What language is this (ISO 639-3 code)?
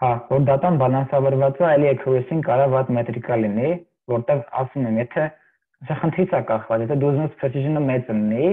hye